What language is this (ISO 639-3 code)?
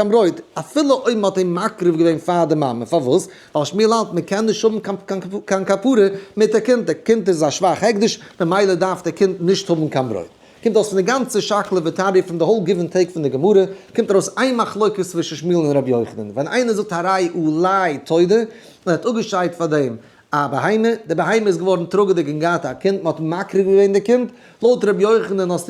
yid